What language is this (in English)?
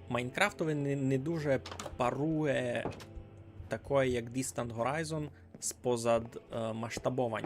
Rusyn